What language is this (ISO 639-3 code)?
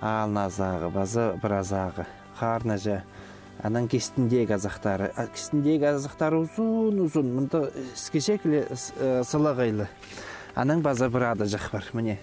kjh